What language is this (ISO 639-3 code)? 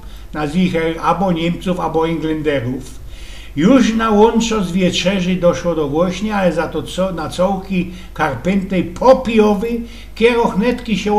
szl